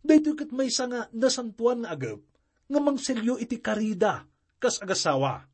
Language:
Iloko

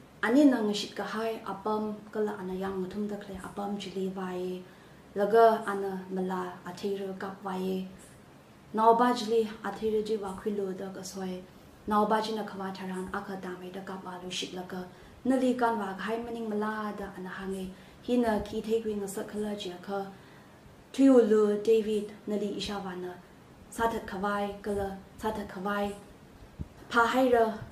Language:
Tangkhul Naga (India)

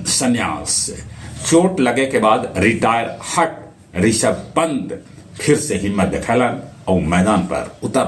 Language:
Magahi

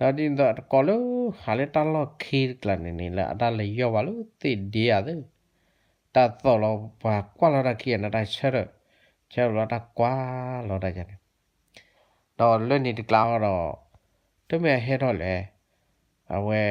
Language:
S'gaw Karen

